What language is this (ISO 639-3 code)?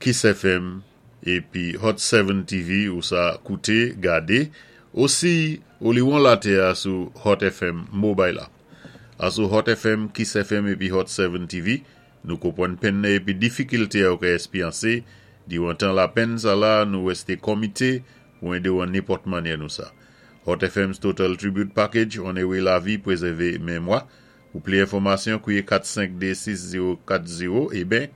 acf